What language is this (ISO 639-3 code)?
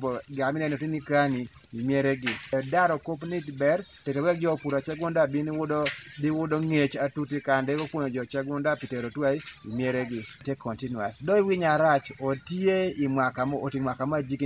teo